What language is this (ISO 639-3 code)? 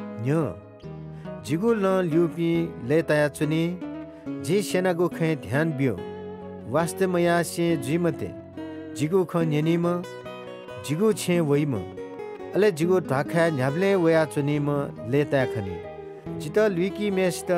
new